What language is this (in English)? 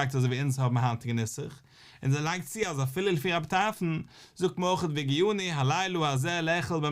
Yiddish